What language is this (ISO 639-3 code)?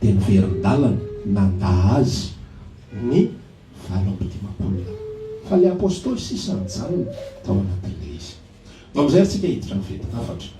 mlg